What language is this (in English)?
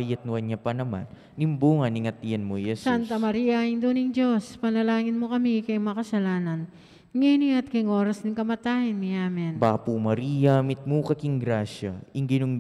Pampanga